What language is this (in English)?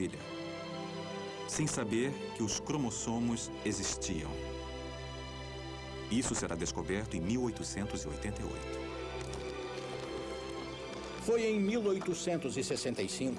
Portuguese